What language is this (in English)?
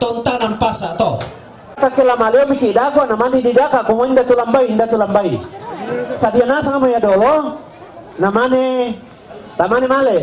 Toraja-Sa'dan